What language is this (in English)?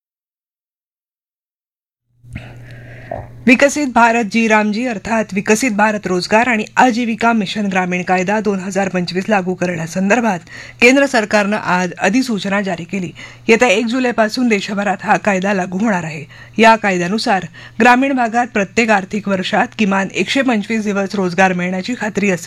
Marathi